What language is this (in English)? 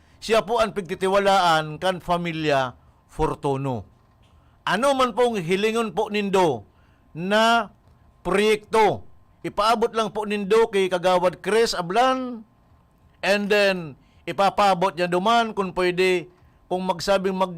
Bikol